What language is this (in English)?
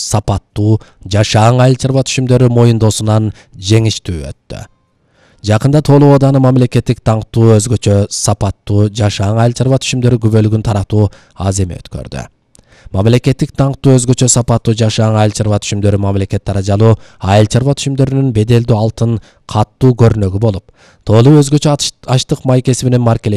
Kyrgyz